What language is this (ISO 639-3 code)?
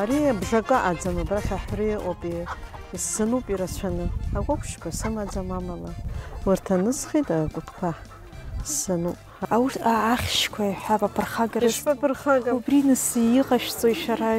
abk